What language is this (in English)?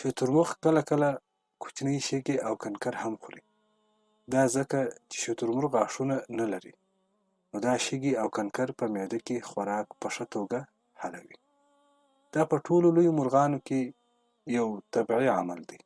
Pashto